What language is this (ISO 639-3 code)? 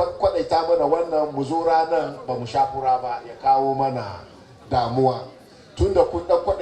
hau